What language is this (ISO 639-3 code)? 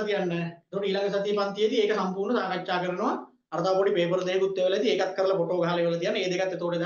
sin